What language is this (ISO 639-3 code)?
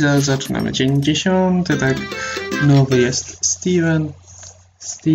pol